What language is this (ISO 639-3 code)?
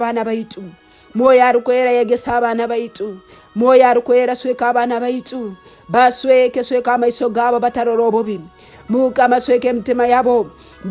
nyo